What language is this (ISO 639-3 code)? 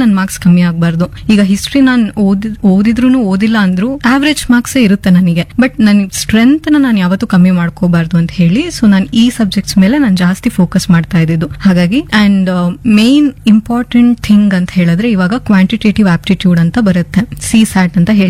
kan